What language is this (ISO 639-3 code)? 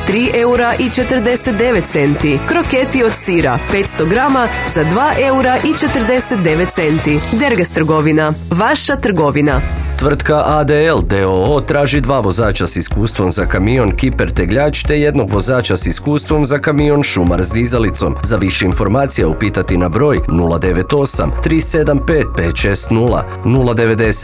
hrv